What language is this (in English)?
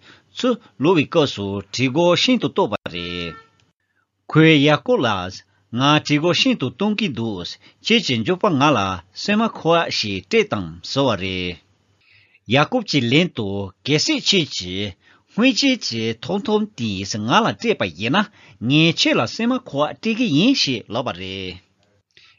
Tibetan